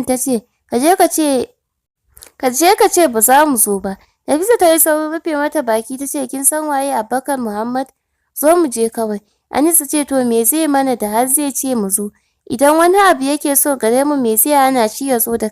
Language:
Hausa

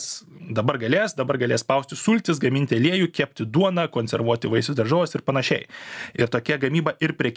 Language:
Lithuanian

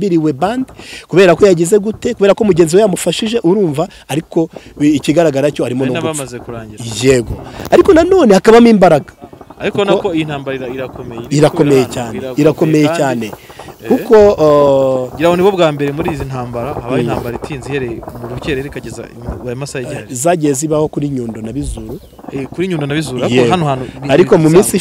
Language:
Kinyarwanda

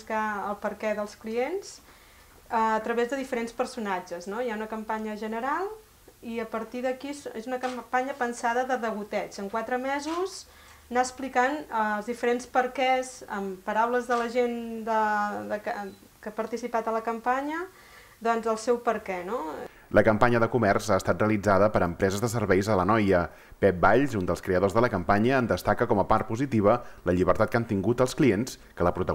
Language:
Catalan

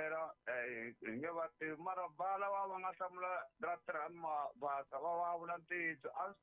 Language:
Tsonga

